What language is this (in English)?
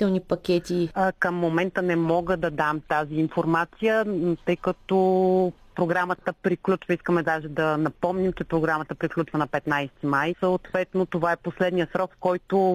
Bulgarian